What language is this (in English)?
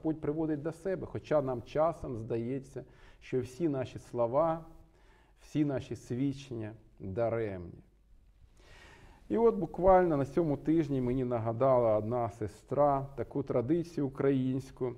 Ukrainian